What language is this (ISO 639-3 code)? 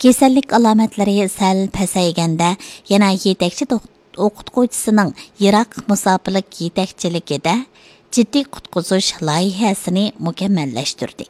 uig